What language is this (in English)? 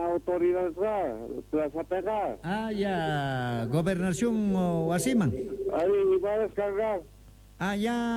South Bolivian Quechua